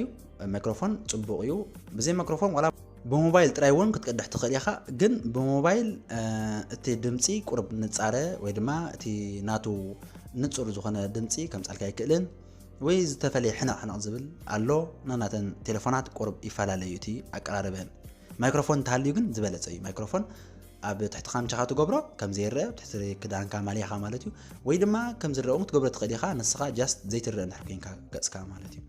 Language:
Tigrinya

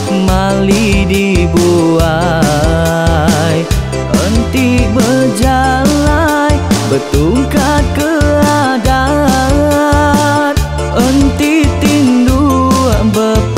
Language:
Iban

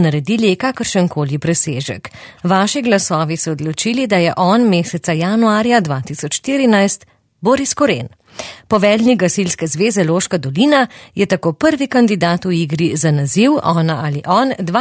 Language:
Slovenian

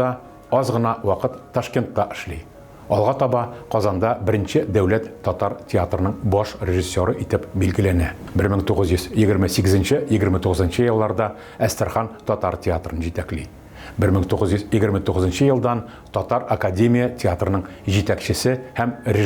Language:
Tatar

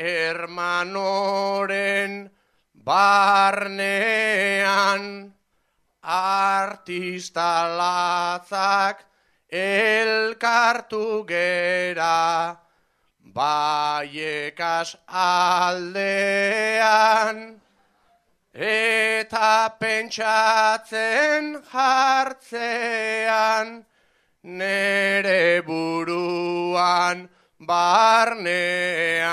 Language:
Basque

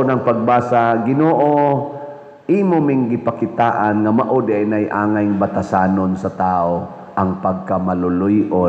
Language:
Cebuano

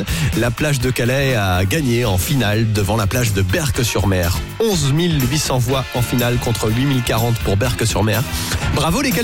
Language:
French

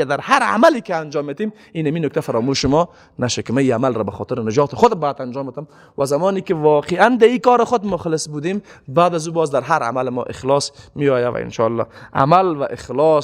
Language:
Persian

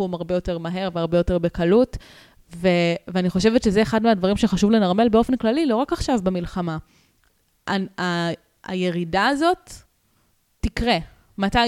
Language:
Hebrew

